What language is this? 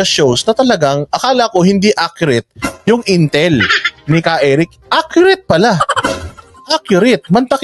Filipino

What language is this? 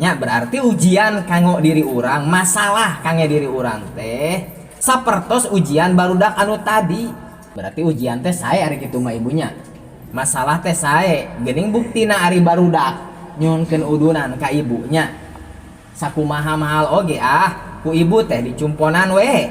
Sundanese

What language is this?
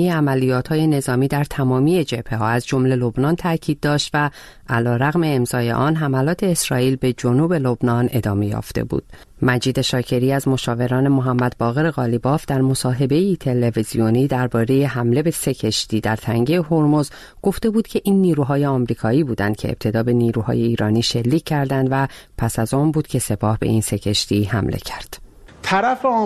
Persian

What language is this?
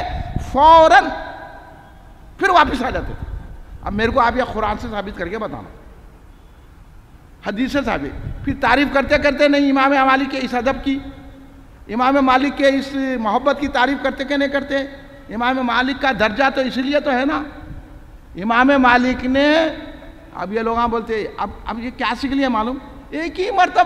Urdu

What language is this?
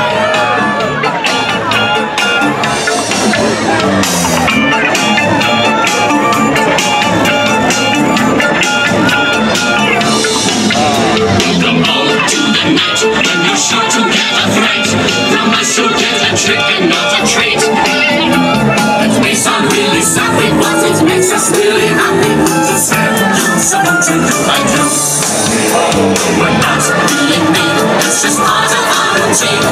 English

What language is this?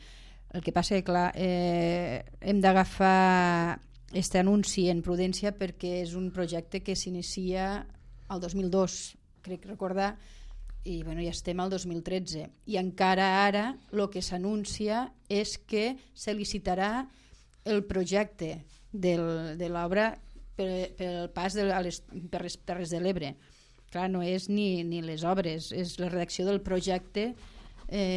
Catalan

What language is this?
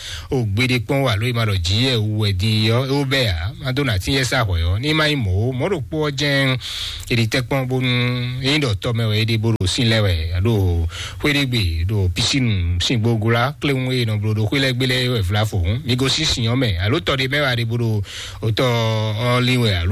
Fon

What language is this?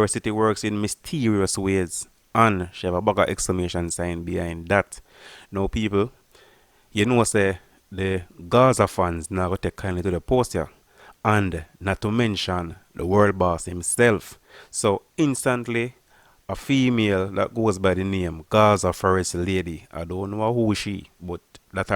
Jamaican Creole English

